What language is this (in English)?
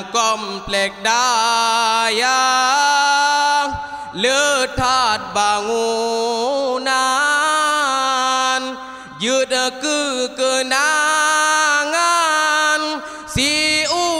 Achinese